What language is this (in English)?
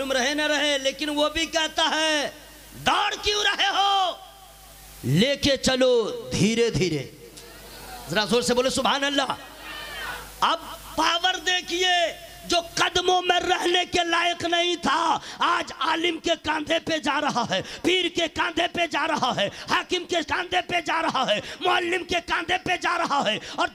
Urdu